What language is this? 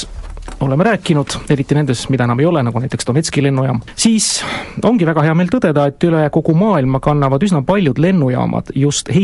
Estonian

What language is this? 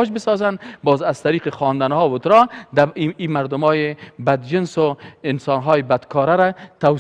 Persian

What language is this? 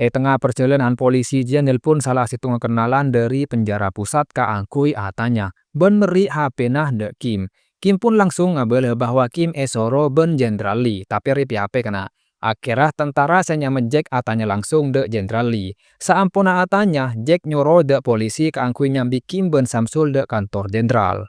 Madurese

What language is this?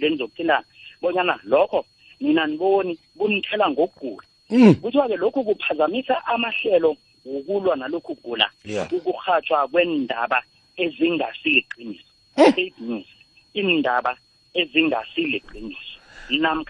South Ndebele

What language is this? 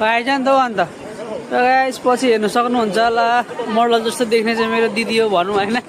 Nepali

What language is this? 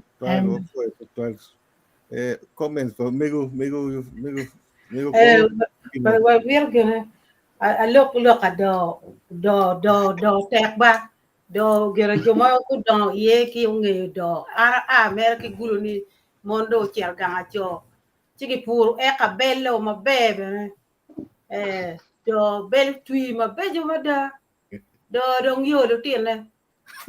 Acoli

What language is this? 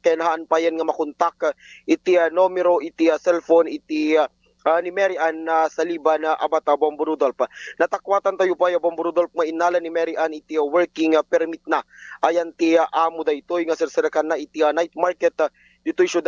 Iloko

